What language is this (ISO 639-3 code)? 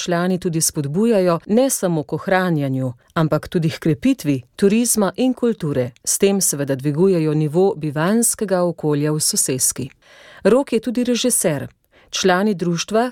slv